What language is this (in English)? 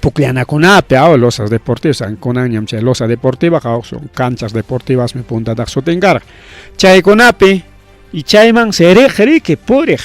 Ayacucho Quechua